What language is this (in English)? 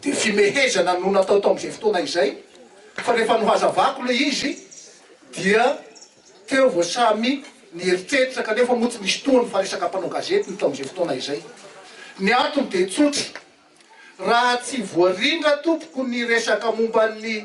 Malagasy